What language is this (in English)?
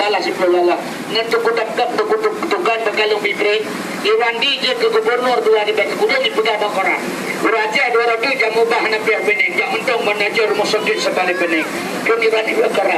Achinese